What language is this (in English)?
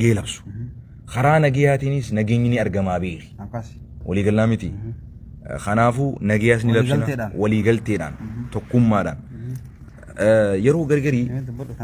Oromo